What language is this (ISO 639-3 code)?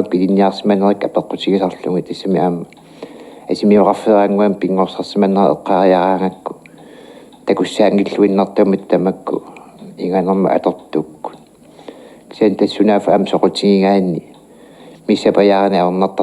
kal